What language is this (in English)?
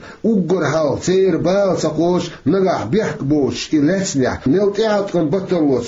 Chechen